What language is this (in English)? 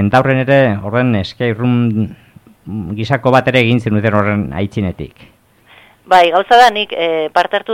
Basque